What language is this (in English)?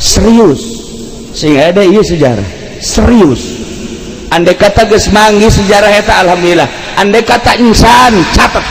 Sundanese